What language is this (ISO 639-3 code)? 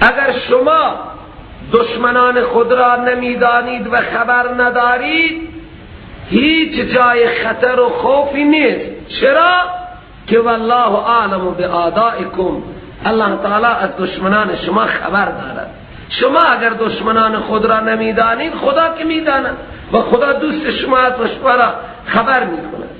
fas